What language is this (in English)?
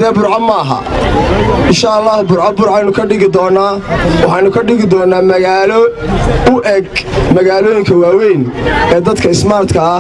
Somali